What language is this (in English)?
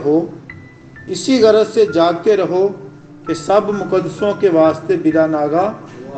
Urdu